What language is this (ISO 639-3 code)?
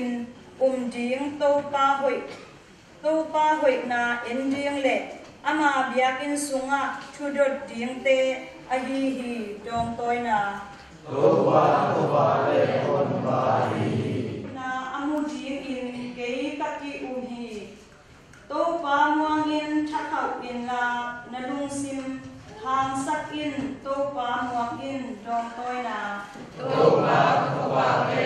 ctd